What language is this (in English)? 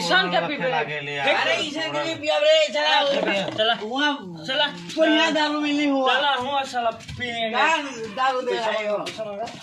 Sadri